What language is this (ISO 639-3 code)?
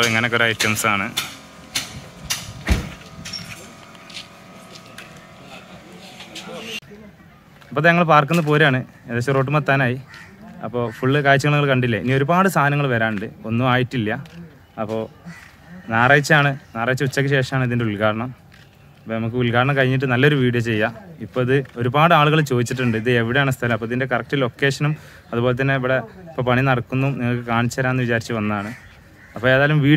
mal